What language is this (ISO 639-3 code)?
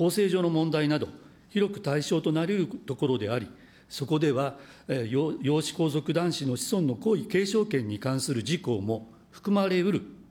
jpn